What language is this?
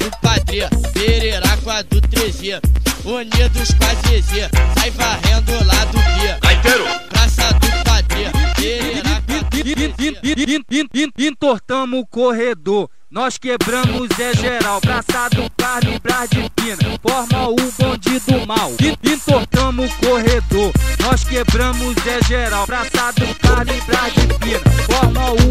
Portuguese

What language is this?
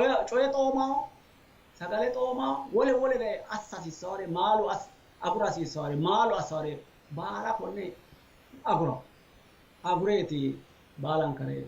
Sidamo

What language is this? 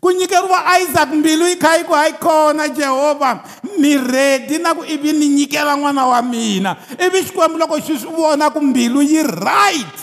Tsonga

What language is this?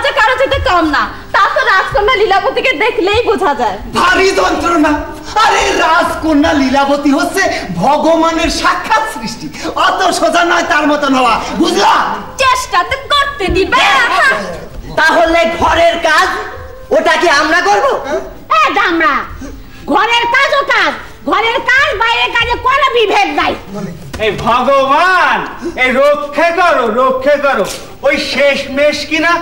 Bangla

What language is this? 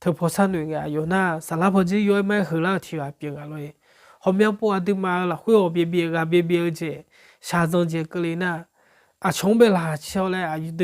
Akha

